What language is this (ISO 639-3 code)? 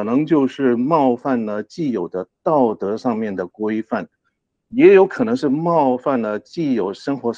zho